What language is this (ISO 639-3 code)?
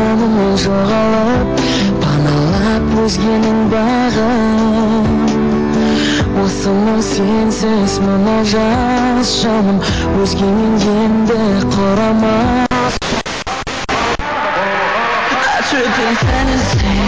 kaz